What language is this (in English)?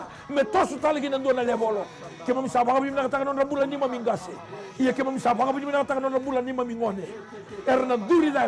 Fijian